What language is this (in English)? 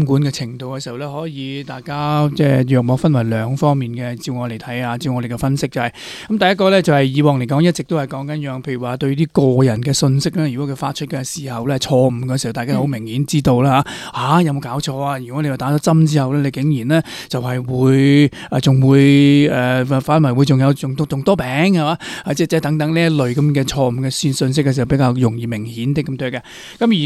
Cantonese